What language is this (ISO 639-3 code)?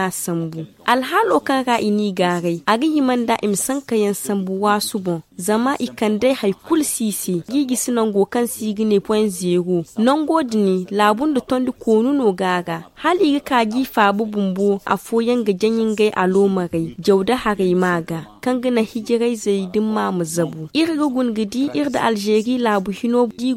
dje